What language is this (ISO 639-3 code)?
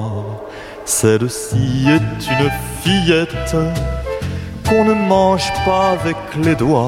fra